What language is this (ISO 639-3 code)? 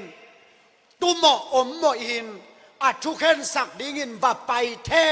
ctd